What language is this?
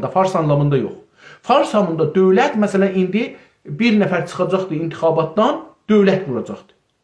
South Azerbaijani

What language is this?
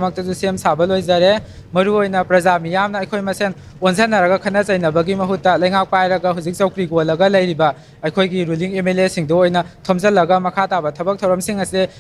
Manipuri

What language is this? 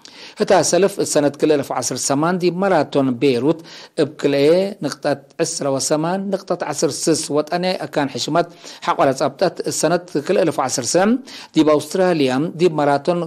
Tigre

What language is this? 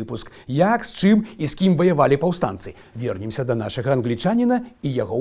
Belarusian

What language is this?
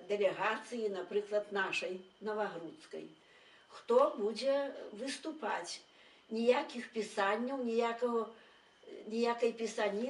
Belarusian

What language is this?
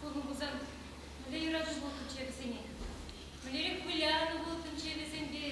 Chuvash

